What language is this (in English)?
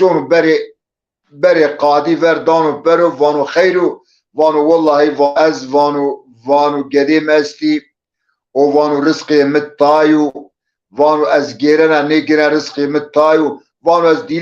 Zaza